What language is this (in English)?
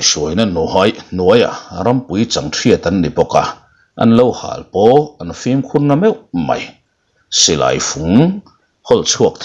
Mizo